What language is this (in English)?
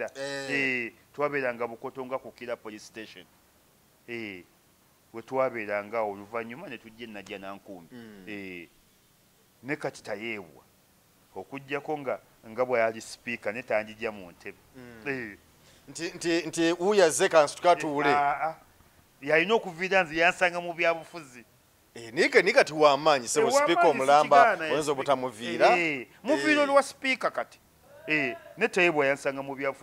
Ganda